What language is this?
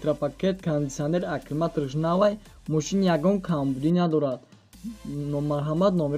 Tajik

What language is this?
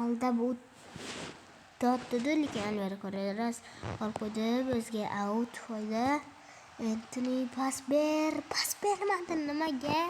Uzbek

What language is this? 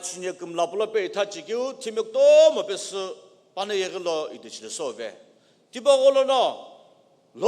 Sumi Naga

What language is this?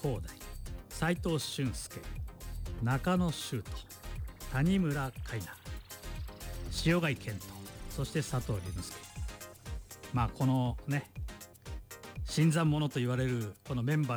Japanese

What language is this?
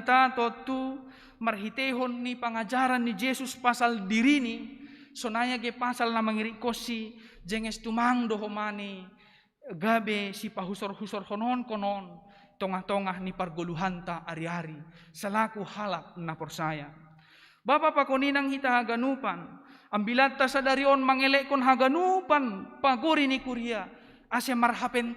Batak Simalungun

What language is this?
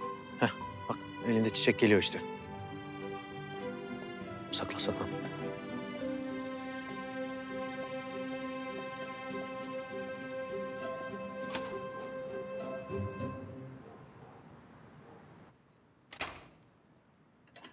Turkish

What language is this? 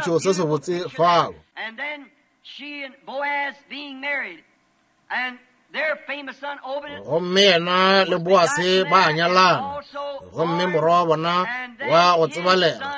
Northern Sotho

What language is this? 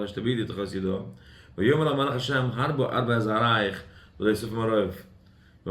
Yiddish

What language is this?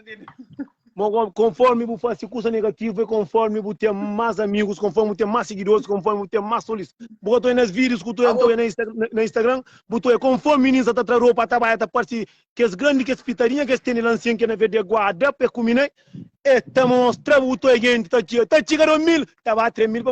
Kabuverdianu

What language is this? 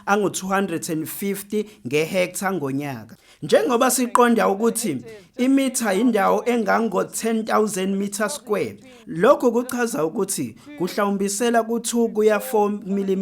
Zulu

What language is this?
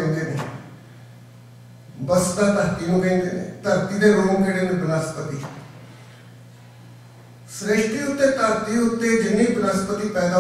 Punjabi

